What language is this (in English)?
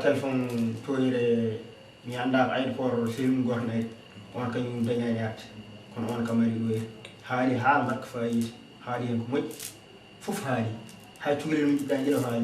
Fula